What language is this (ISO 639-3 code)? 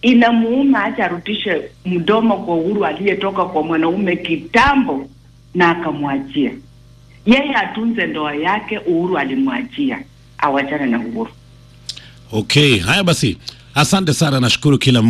swa